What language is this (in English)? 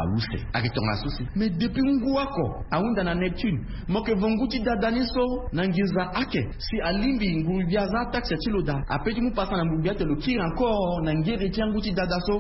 Sango